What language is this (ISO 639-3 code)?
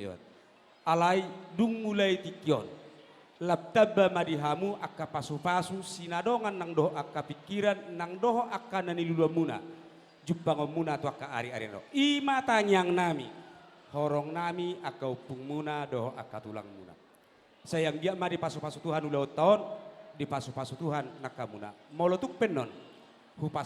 bbc